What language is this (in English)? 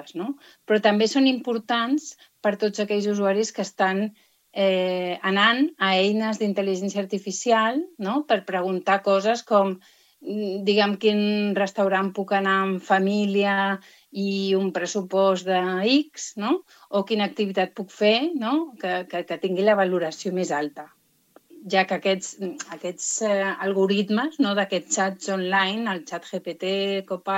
Catalan